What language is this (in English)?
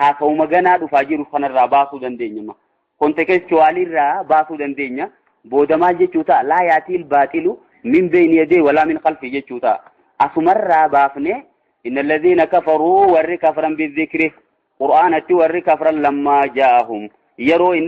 Oromo